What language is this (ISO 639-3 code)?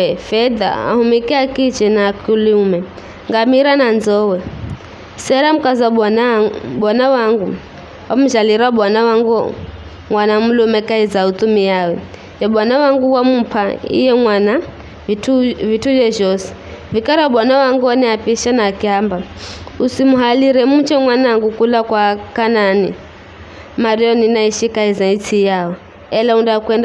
nyf